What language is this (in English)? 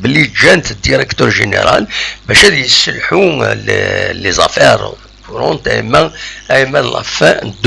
Kabyle